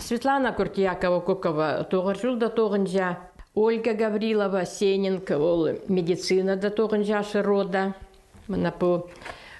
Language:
Khakas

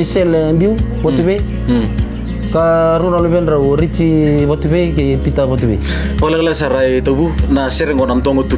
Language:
Fijian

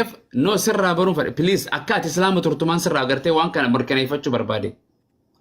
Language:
Oromo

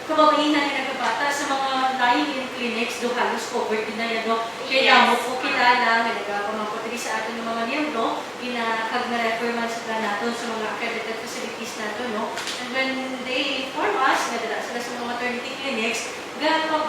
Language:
Hiligaynon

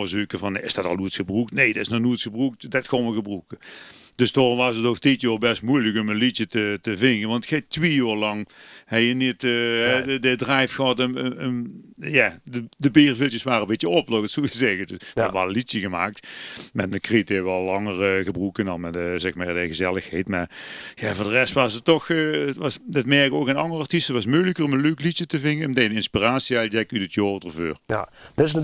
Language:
Limburgish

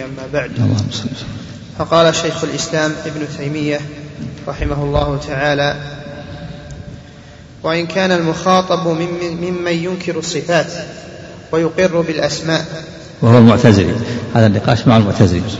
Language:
Arabic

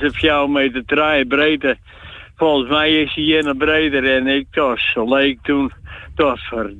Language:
Western Frisian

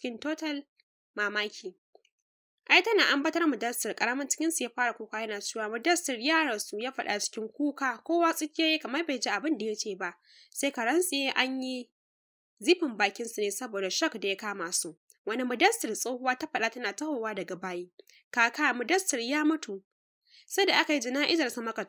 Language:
Hausa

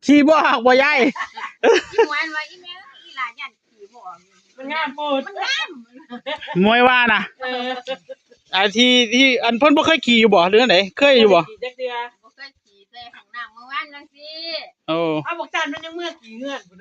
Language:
Northeastern Thai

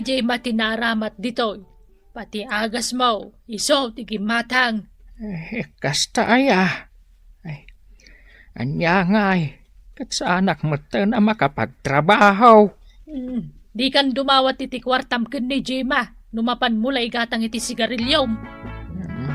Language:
Iloko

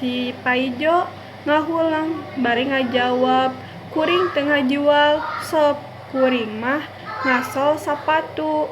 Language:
Sundanese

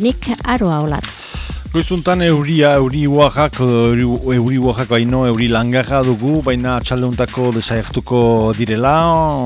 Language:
Basque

